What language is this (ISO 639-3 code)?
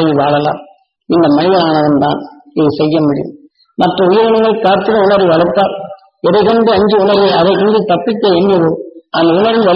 tam